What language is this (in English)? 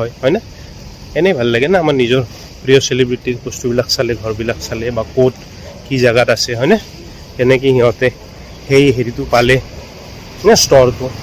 Assamese